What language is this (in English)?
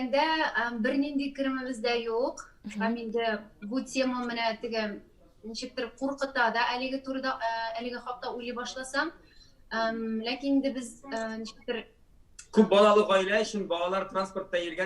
Tatar